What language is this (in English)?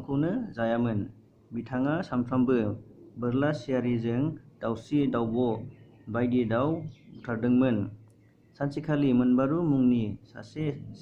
Bodo